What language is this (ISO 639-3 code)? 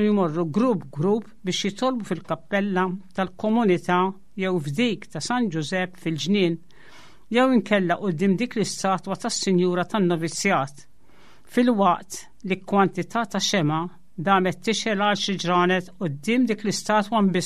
mlt